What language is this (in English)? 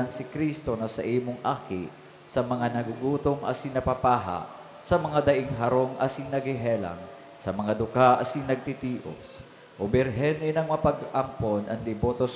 Bikol